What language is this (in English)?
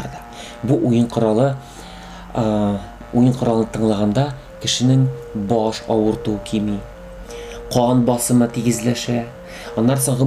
Tatar